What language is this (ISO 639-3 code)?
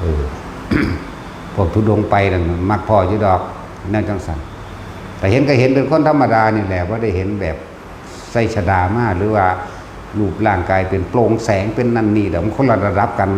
lao